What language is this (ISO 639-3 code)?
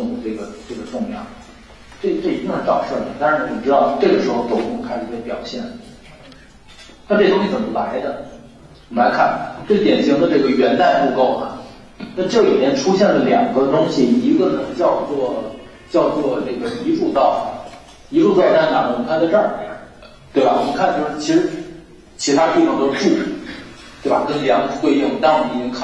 zho